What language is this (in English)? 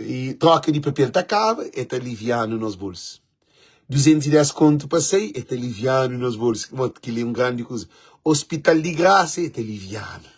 Kabuverdianu